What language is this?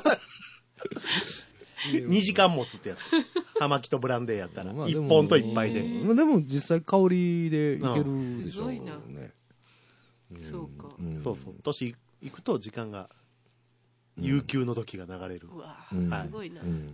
Japanese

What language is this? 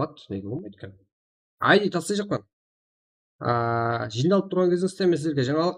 Kara-Kalpak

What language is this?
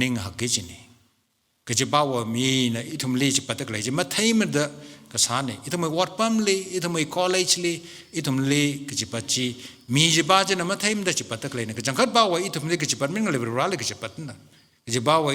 Tangkhul Naga (India)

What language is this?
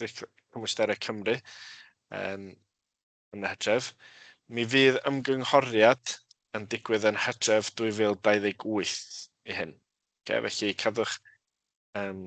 Welsh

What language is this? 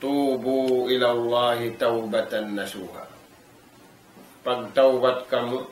Tausug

